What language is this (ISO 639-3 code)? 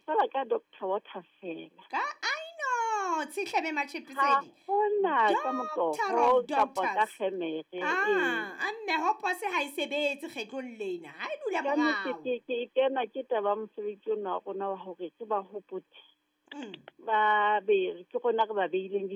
sot